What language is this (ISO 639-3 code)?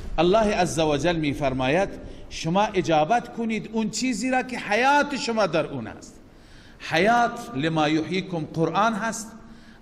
fas